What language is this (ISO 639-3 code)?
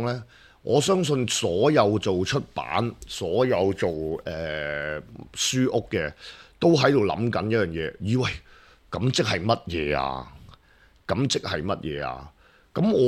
yue